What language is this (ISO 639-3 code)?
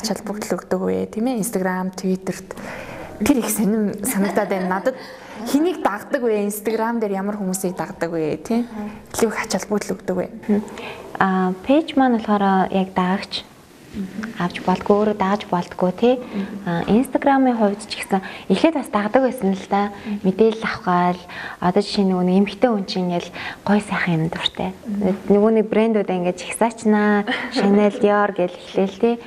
mon